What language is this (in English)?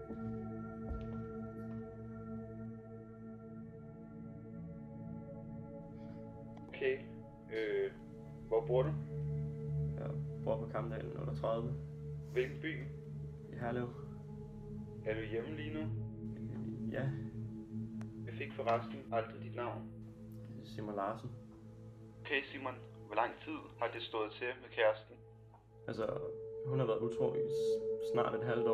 Danish